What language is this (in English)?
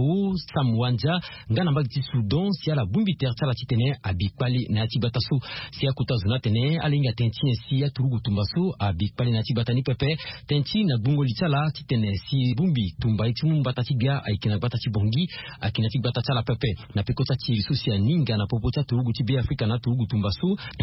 Sango